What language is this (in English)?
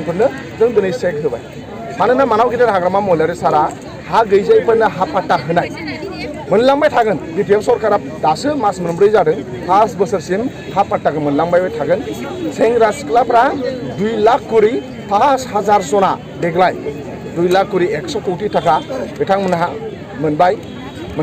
Bodo